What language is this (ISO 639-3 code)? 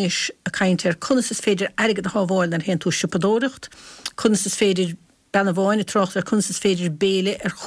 gle